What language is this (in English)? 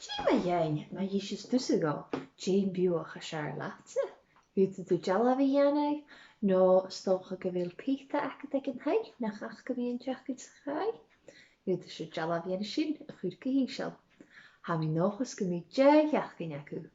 Scottish Gaelic